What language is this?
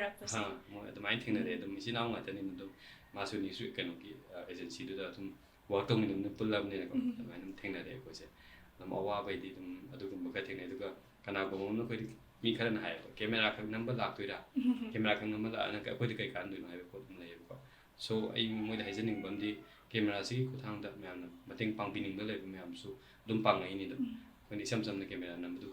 Manipuri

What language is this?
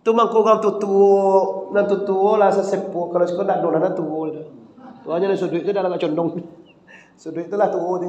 Minangkabau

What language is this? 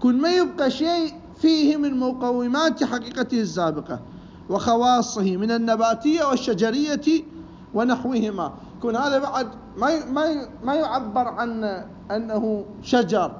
Mesopotamian Arabic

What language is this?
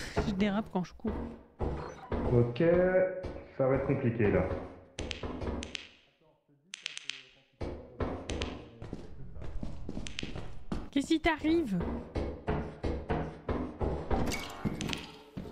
French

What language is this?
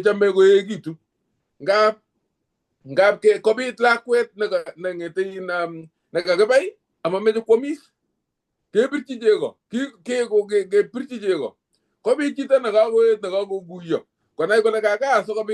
Kalenjin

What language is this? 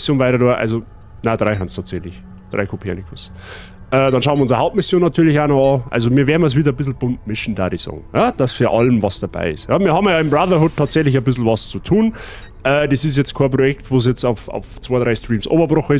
Bavarian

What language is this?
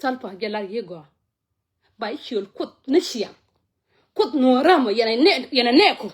Nuer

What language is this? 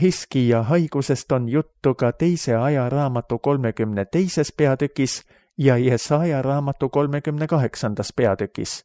Estonian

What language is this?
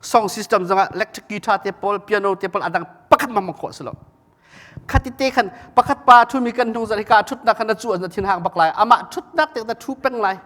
Hakha Chin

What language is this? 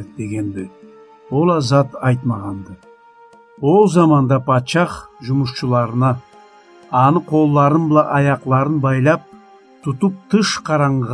Karachay-Balkar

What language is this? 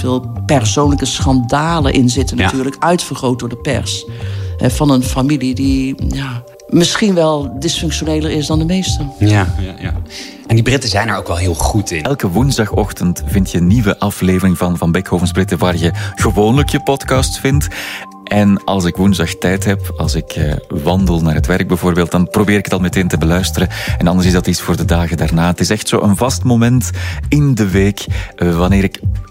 Dutch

